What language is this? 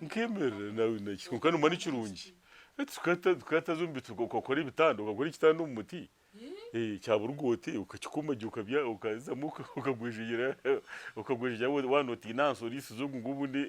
Nyankole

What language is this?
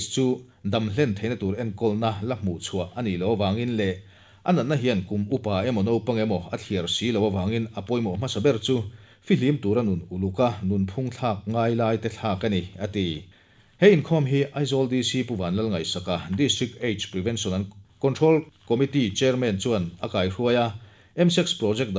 Mizo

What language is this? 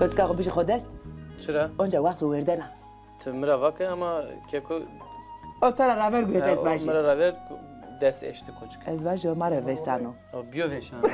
Zaza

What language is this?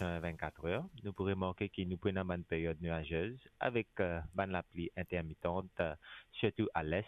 Morisyen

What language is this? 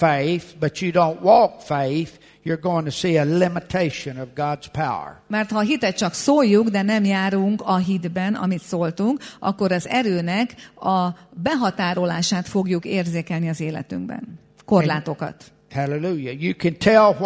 Hungarian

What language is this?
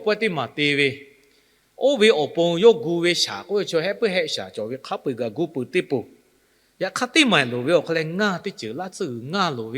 Lahu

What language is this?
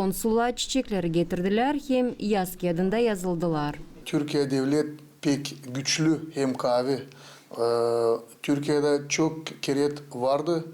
Gagauz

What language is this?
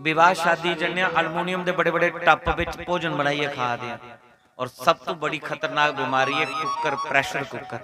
Dogri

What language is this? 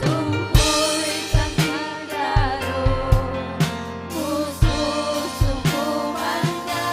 Ayacucho Quechua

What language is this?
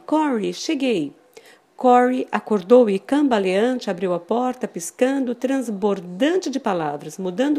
Portuguese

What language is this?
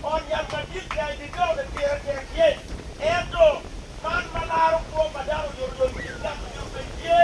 Acoli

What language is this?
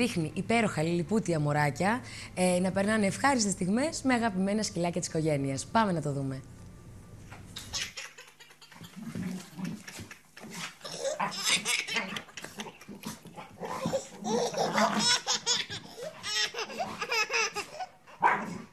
Greek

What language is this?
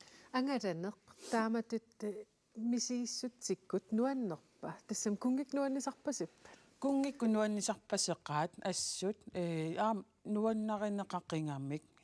Kalaallisut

